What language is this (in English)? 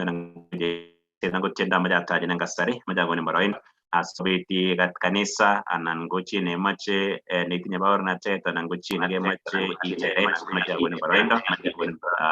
Kalenjin